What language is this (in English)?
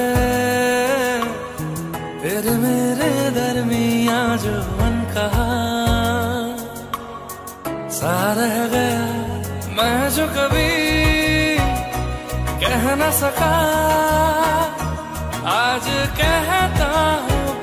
Hindi